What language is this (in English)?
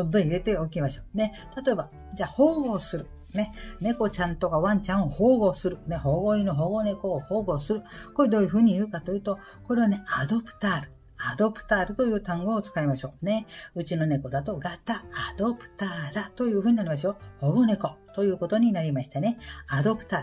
Japanese